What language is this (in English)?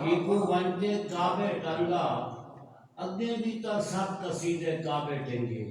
Saraiki